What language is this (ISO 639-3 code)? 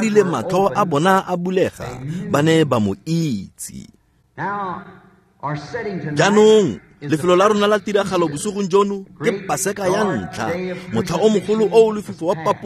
tsn